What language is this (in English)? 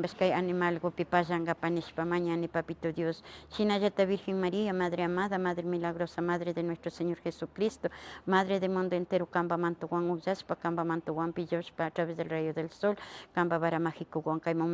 Imbabura Highland Quichua